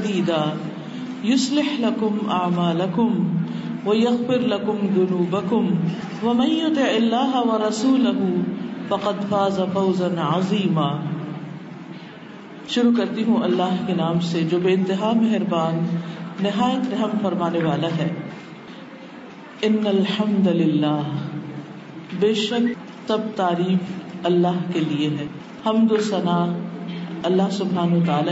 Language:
Urdu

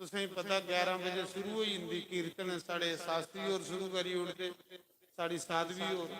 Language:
Dogri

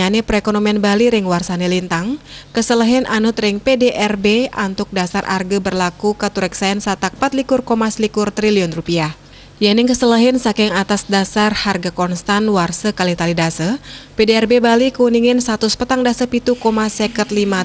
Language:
Balinese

